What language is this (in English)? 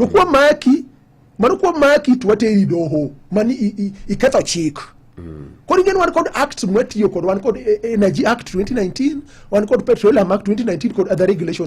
Luo (Kenya and Tanzania)